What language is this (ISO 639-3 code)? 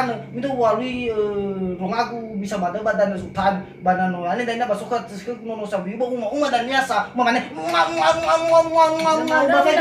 nia